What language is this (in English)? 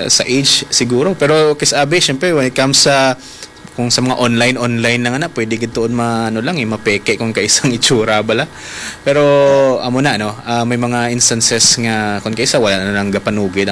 Hiligaynon